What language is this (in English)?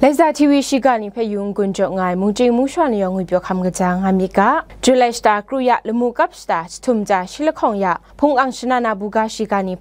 Kachin